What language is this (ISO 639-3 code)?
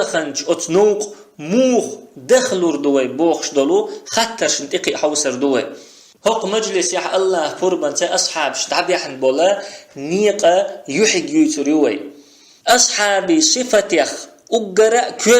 che